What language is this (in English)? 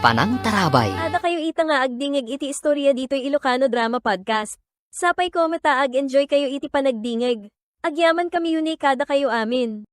Iloko